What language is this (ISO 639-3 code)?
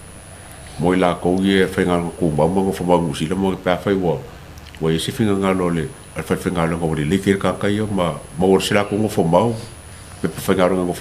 smo